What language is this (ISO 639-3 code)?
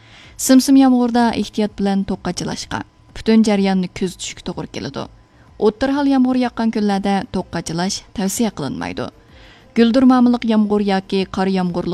uig